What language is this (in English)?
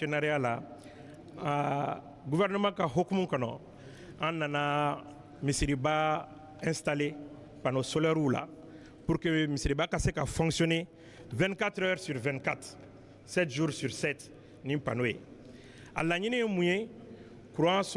Bambara